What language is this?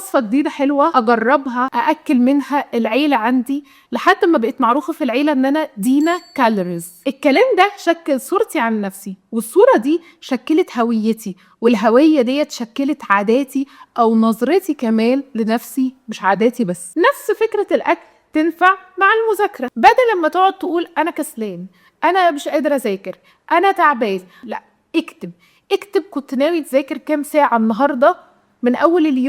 Egyptian Arabic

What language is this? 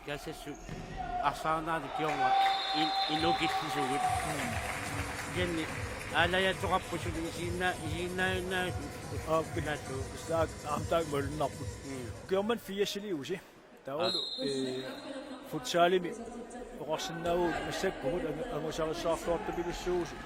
Kalaallisut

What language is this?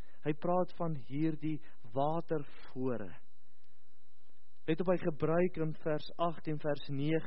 Afrikaans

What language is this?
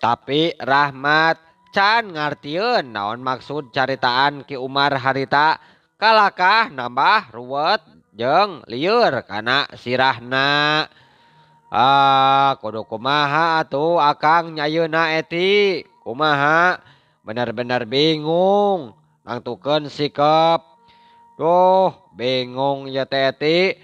Sundanese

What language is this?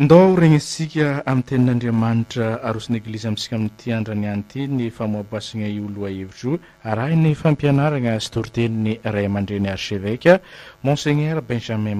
Malagasy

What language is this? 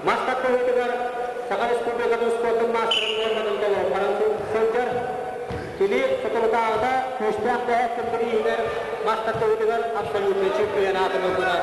Yakut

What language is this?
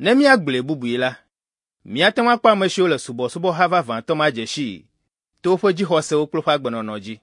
Ewe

